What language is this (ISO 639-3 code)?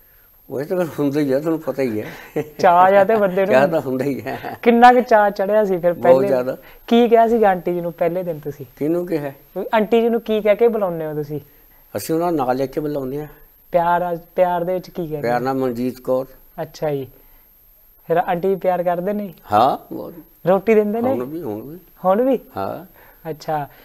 pan